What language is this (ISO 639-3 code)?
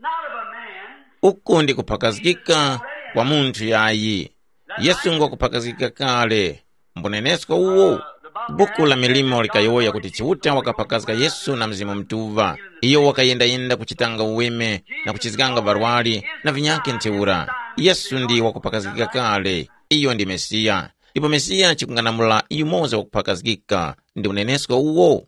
tum